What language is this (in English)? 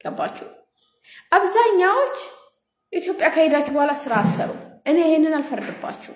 Amharic